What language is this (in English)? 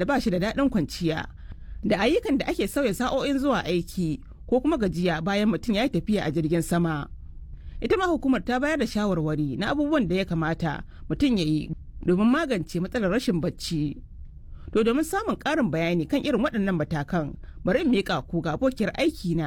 Hausa